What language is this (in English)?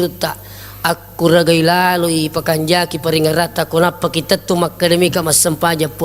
Buginese